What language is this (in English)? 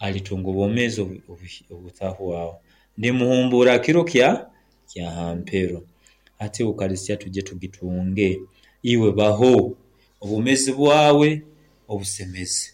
Nyoro